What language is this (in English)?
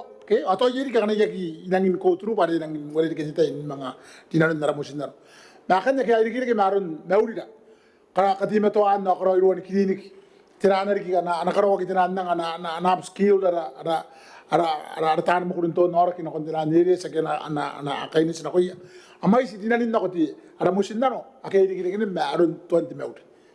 Gilbertese